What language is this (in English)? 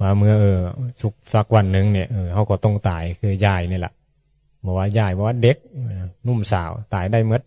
Northeastern Thai